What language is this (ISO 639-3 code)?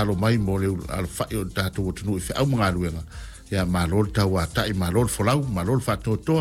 smo